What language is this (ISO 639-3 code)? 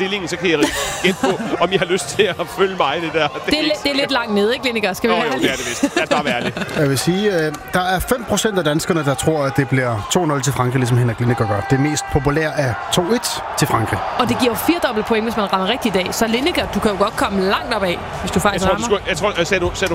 dan